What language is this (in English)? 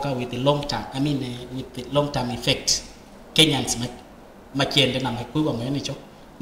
Kamba